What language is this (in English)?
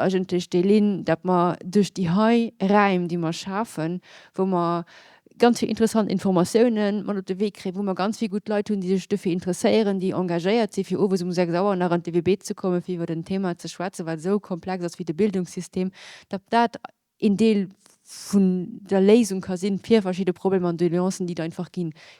Luxembourgish